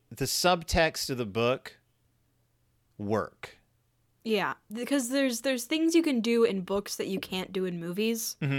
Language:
English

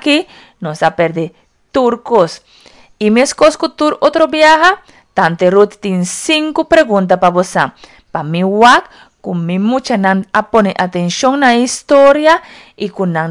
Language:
Papiamento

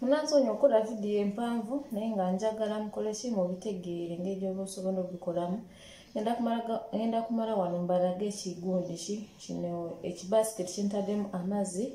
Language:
Ganda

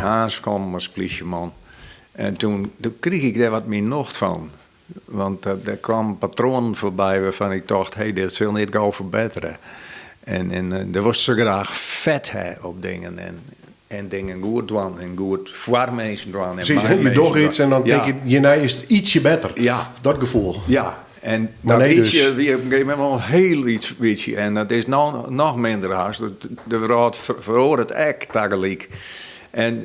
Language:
Western Frisian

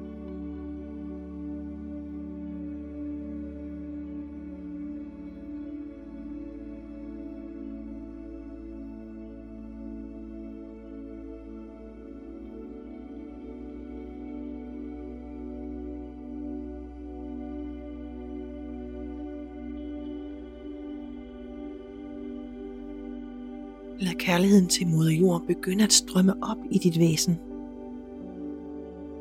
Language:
Danish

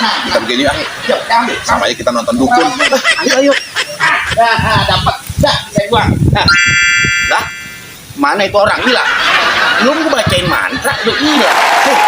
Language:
Betawi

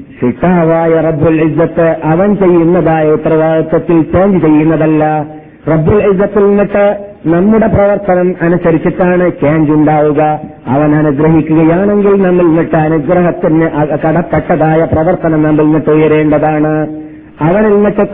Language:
Malayalam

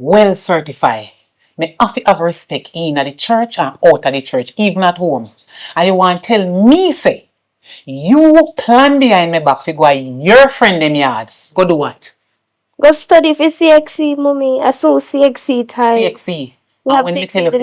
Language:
Jamaican Creole English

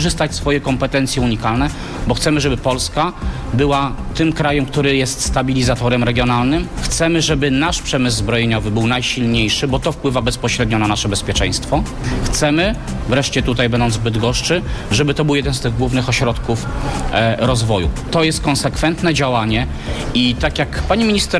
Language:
Polish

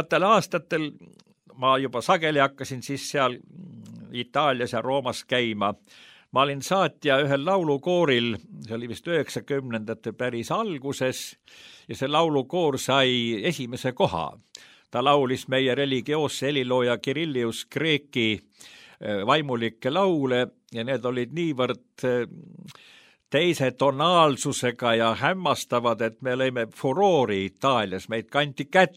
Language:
Estonian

